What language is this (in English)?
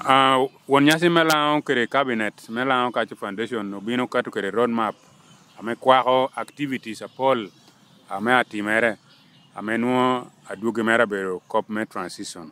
Lango (Uganda)